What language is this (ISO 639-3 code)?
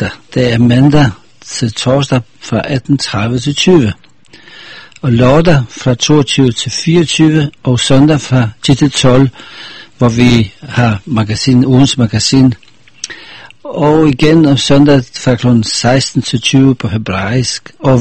dan